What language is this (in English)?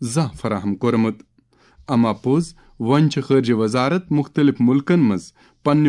Kashmiri